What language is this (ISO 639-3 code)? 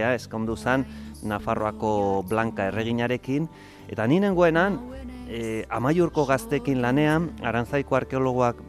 eus